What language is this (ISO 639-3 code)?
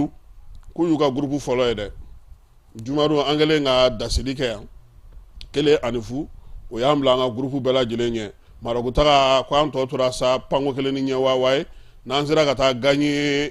bam